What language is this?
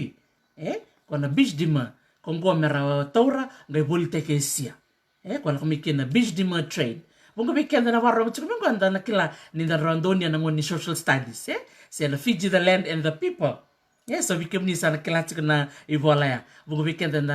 Fijian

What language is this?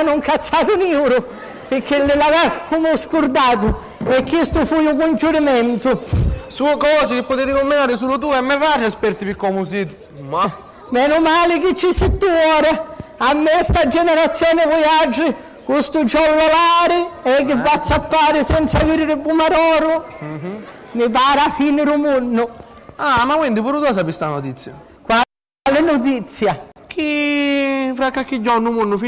Sicilian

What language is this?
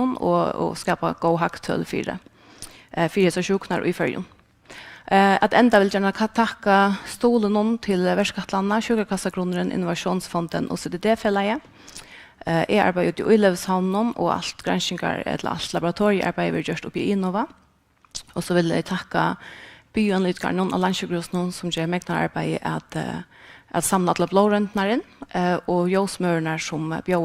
Faroese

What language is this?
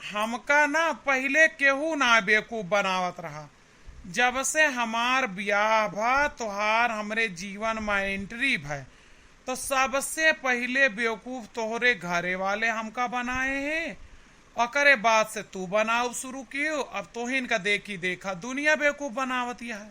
Awadhi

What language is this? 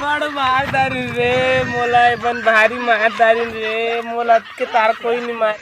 Chhattisgarhi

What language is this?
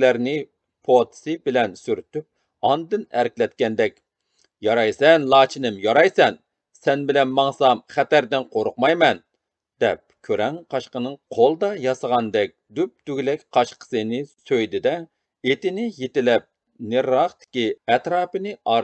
Uyghur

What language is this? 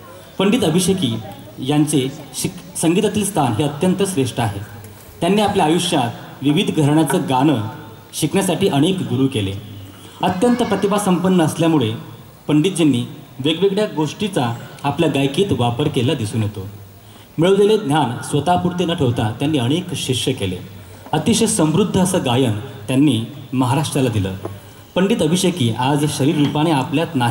Marathi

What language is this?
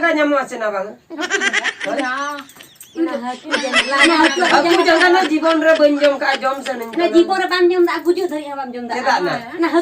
Santali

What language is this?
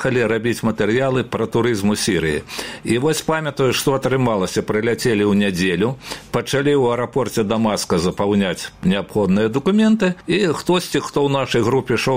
Belarusian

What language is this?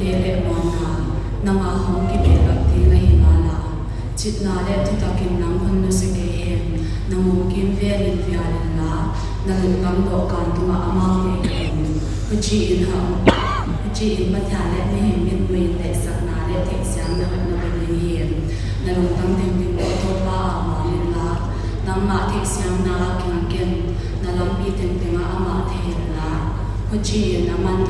Paite Chin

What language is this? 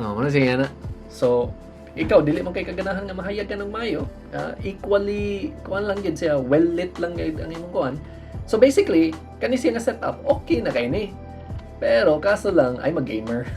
Cebuano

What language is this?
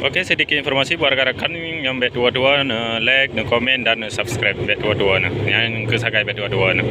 Achinese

